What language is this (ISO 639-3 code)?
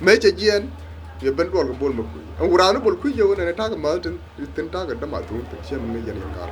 nus